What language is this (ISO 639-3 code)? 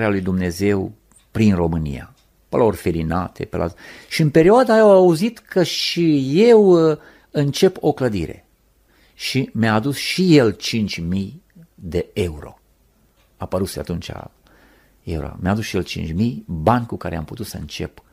ron